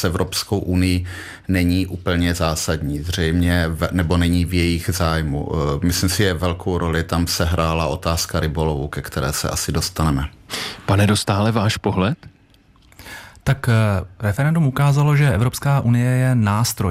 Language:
Czech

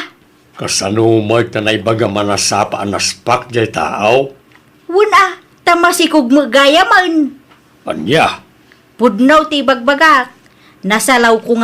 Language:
Iloko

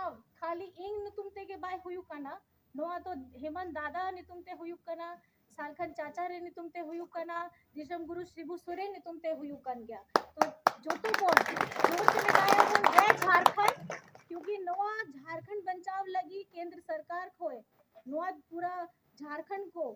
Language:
Santali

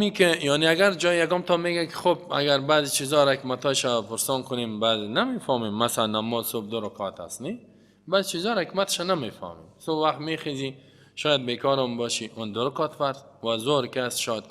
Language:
Persian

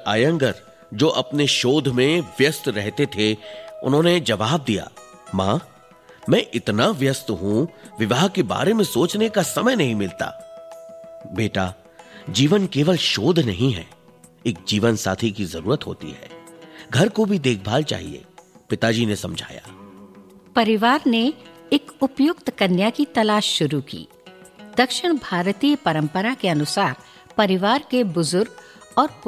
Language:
Hindi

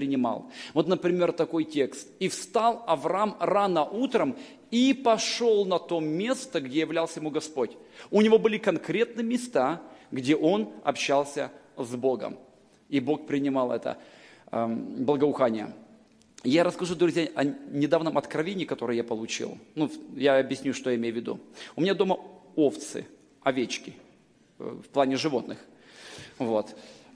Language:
Russian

